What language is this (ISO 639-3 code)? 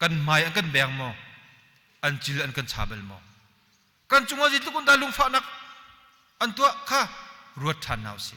cnh